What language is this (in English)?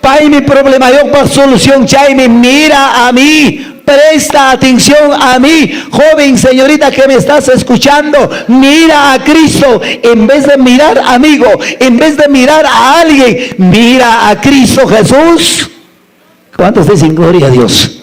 Quechua